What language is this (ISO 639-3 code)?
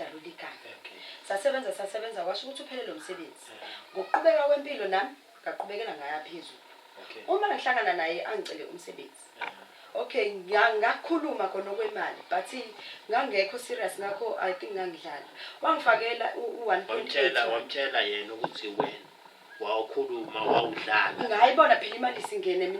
zul